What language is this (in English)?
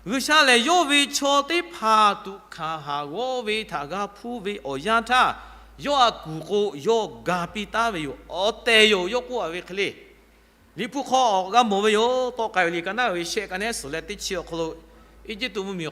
Lahu